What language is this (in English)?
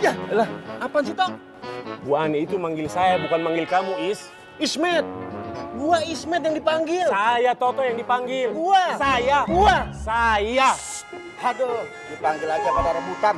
Betawi